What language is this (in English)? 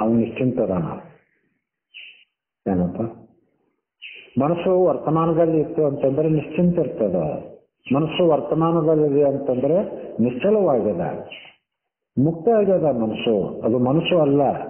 Kannada